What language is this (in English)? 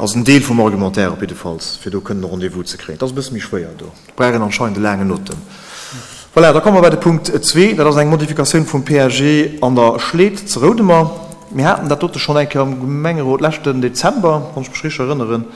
Luxembourgish